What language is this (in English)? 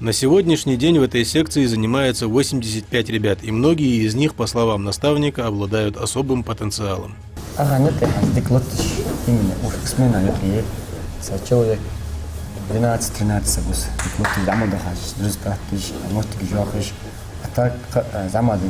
Ingush